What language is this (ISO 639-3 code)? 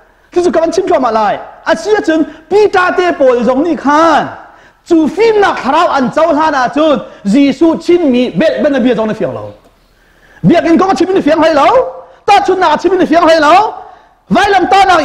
cnh